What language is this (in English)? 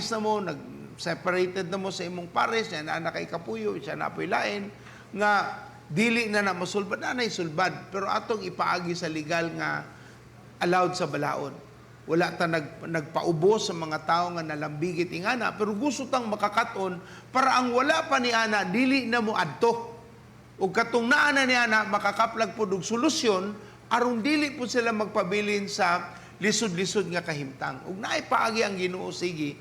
Cebuano